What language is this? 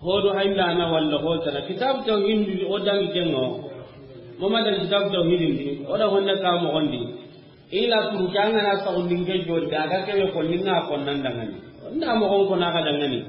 Soninke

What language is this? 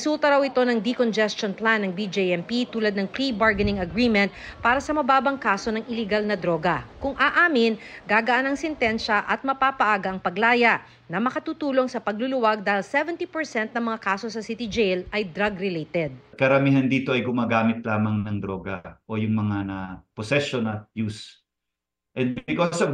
Filipino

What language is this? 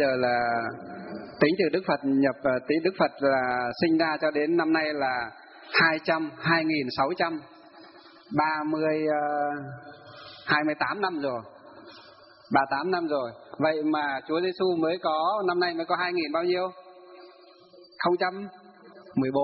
Vietnamese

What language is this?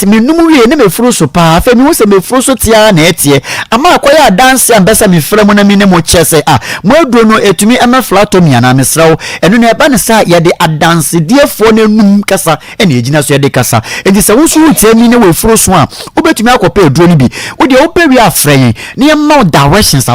Akan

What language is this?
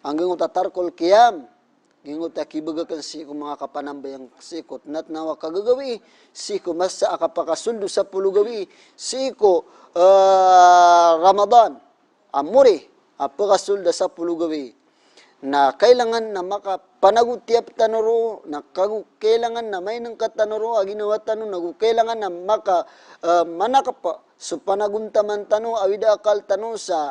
Maranao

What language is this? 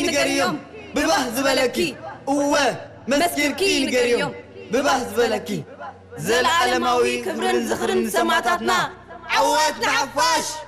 Tigrinya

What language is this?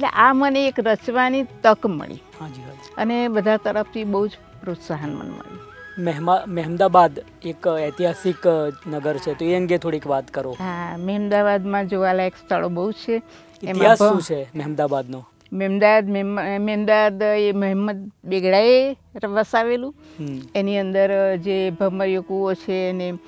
Gujarati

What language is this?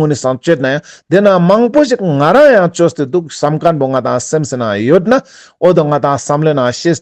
Ladakhi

